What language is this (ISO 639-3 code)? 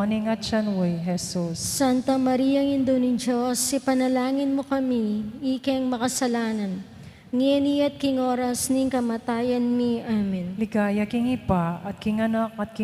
pam